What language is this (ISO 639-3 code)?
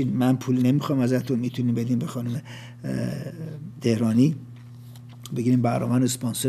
fas